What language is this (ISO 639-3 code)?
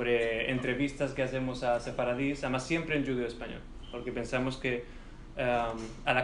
lad